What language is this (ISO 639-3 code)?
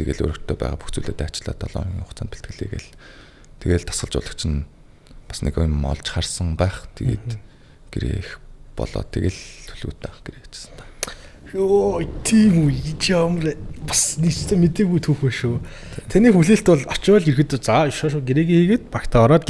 mon